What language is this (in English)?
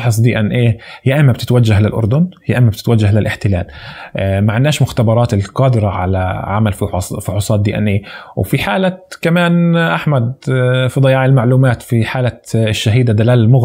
North Levantine Arabic